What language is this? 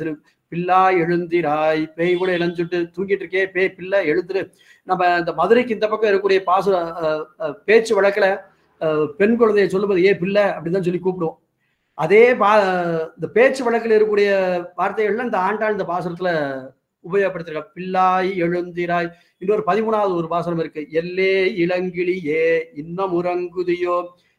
Tamil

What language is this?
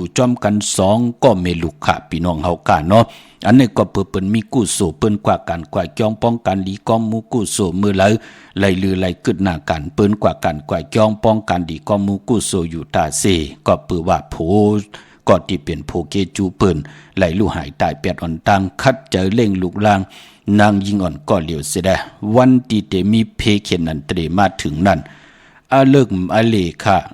Shan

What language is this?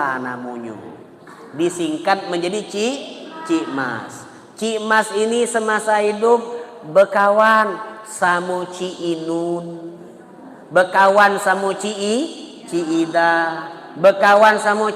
Musi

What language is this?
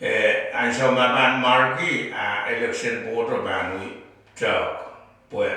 Pohnpeian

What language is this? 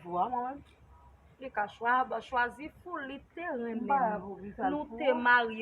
Haitian Creole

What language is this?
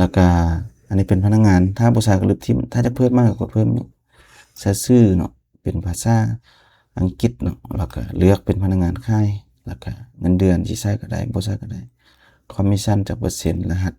Lao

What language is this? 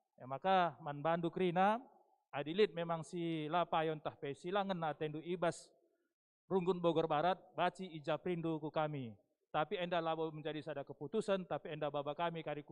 Batak Karo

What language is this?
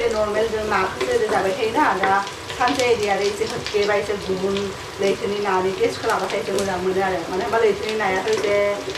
Bodo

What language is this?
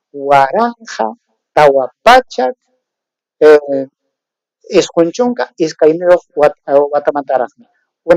Ayacucho Quechua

